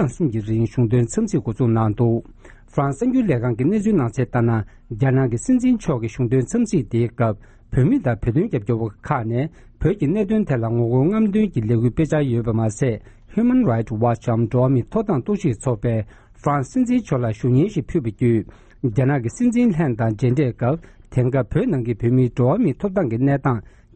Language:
Tibetan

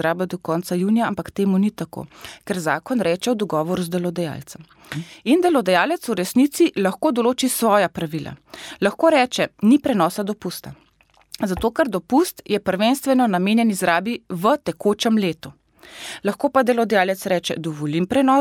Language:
Slovenian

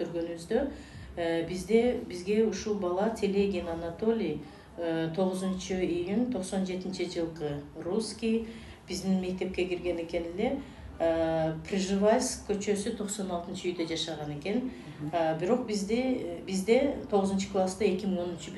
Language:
Kyrgyz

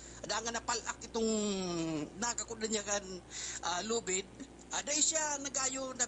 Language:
Bikol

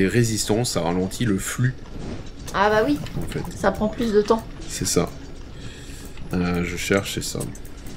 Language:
French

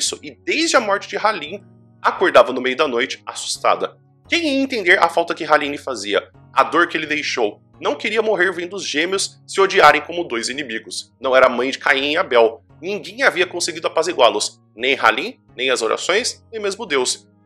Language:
Portuguese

